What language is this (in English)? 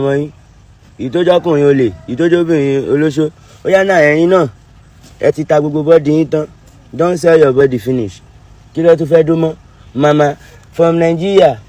Yoruba